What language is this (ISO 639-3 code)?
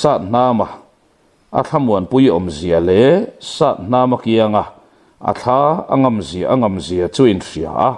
lus